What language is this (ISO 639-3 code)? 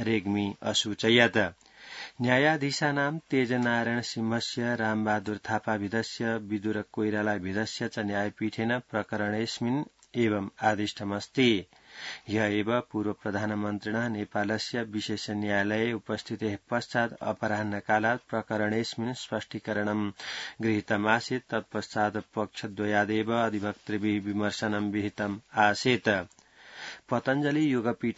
san